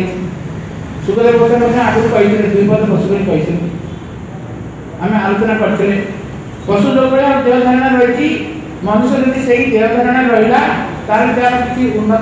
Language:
Odia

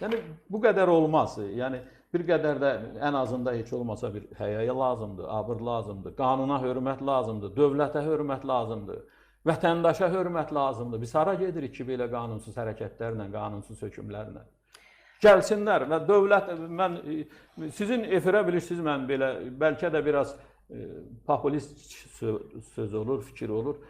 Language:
Azerbaijani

